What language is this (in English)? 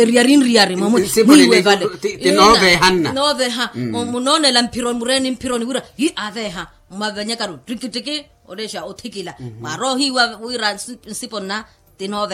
Makhuwa